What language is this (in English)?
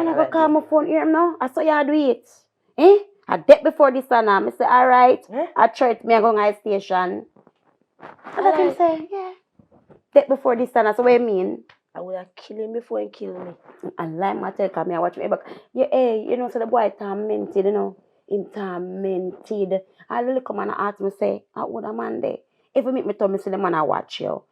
Jamaican Creole English